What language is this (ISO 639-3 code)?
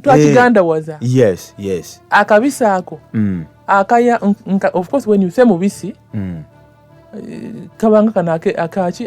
lug